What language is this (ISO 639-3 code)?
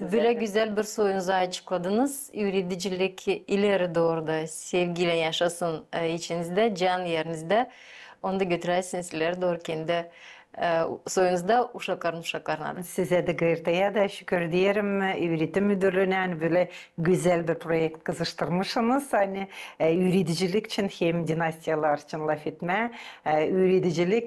gag